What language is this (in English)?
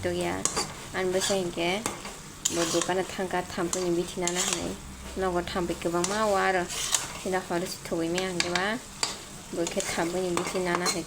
Kok Borok